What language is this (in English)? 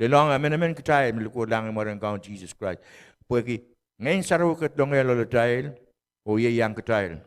Pohnpeian